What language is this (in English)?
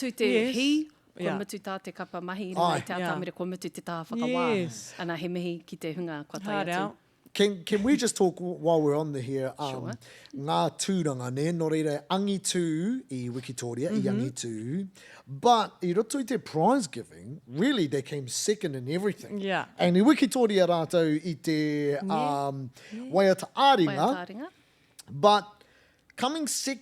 Māori